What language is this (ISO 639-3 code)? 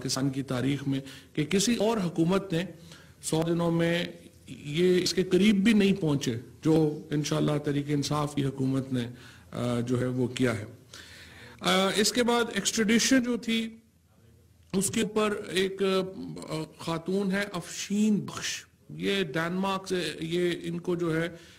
urd